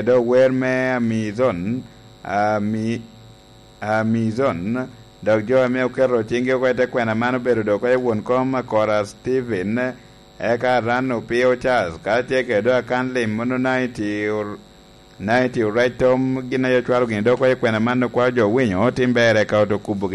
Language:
Lango (Uganda)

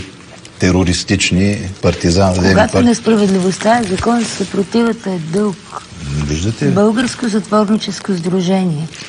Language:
Bulgarian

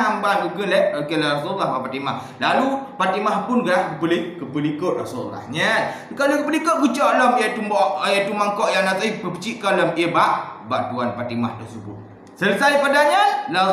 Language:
Achinese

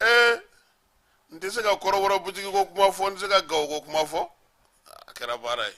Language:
Bambara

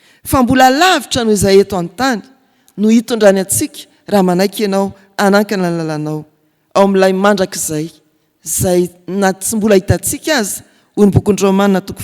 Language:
Malagasy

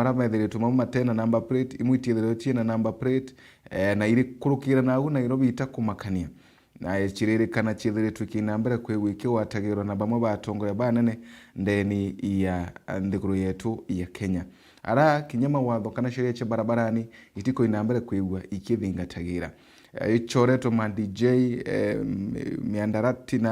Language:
Meru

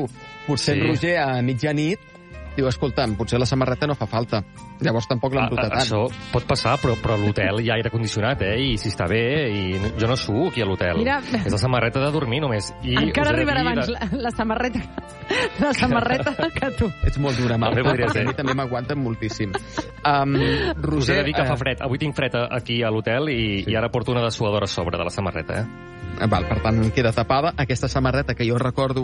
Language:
Catalan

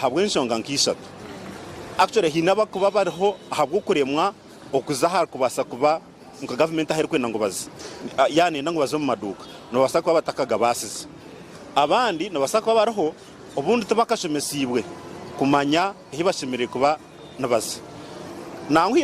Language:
Nyankole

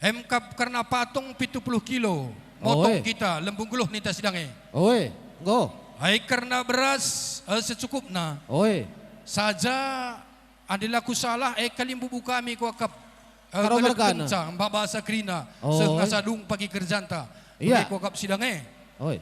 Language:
Batak Karo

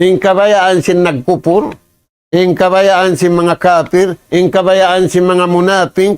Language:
Tausug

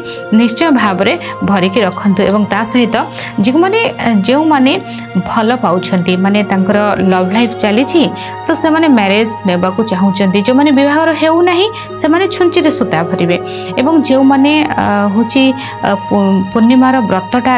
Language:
Odia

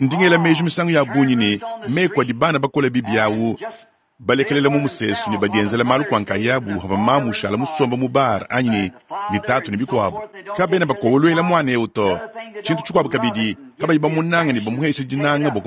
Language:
Luba-Lulua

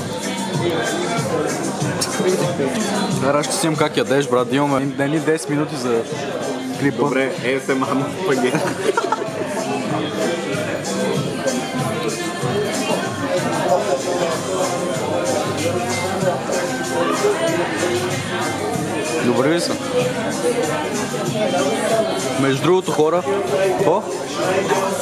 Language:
Bulgarian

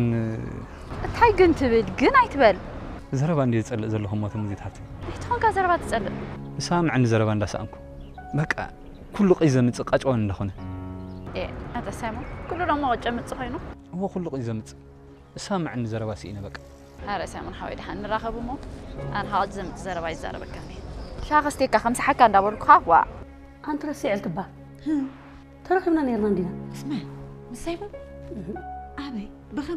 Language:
Tigrinya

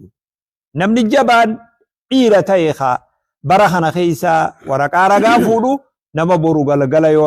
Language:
Oromo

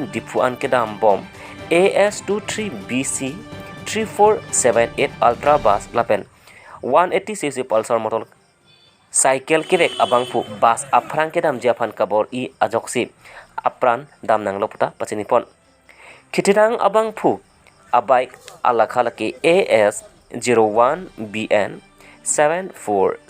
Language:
Karbi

